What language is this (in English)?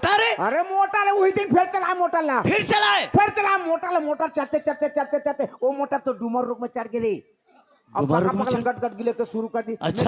Chhattisgarhi